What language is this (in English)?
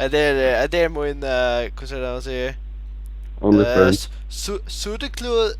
Faroese